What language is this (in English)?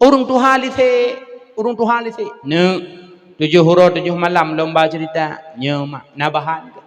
Achinese